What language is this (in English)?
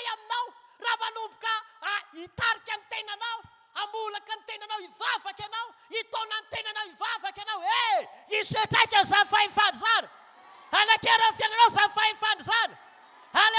Malagasy